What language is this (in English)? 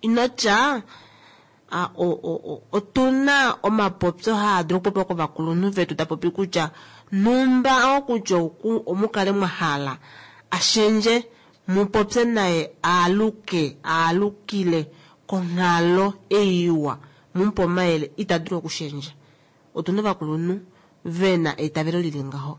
Kuanyama